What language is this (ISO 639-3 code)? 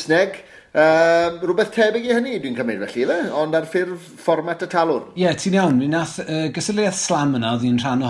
cym